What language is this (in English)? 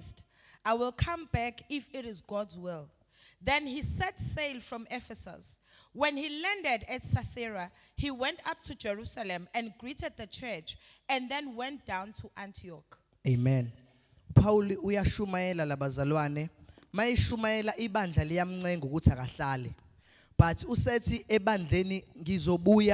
Zulu